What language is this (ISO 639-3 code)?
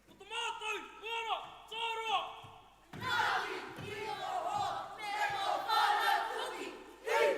mri